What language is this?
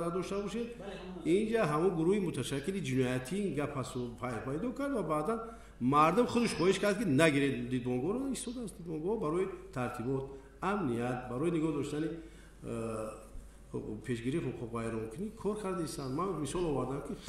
Tajik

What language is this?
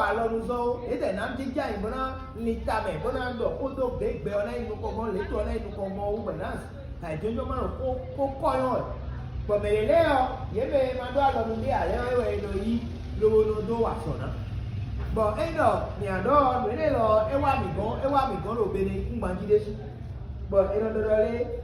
Fon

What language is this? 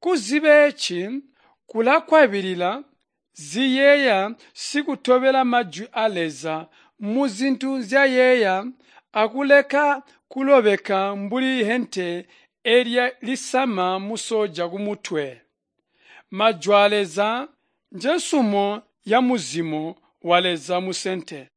Tonga (Zambia)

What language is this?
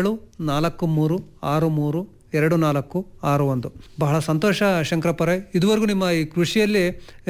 Kannada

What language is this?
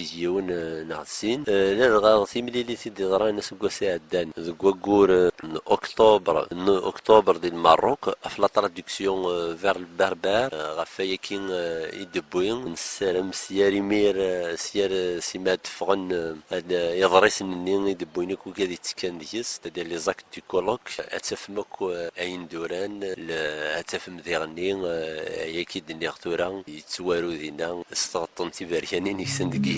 Kabyle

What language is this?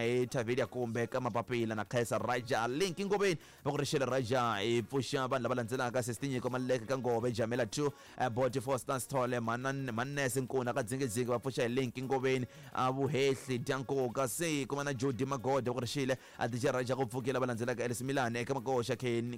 Tsonga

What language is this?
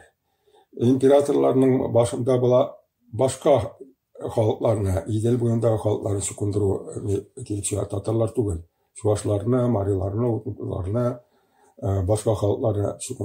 Tatar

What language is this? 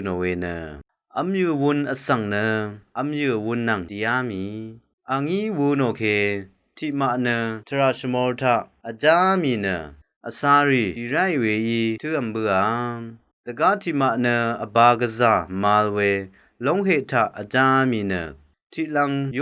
Rawang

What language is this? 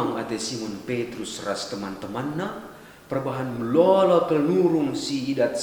Batak Karo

